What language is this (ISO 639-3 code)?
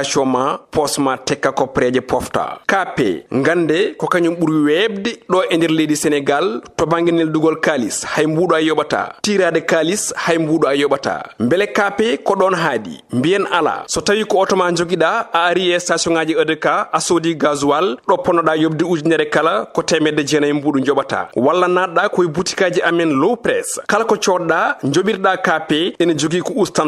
ful